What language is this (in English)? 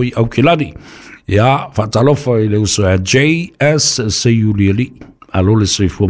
Samoan